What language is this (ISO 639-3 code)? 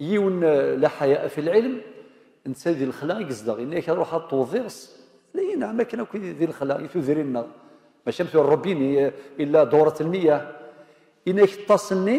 kab